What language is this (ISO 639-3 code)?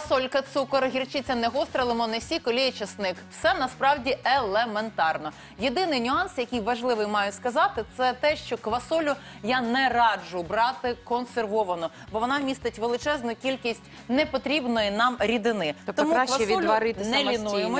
ukr